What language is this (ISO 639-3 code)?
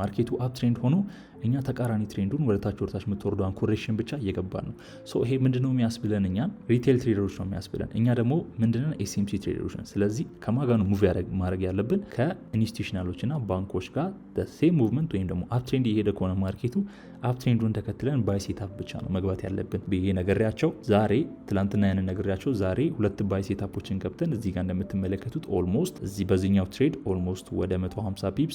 amh